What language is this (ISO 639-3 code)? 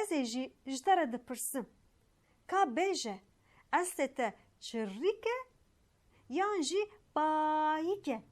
kur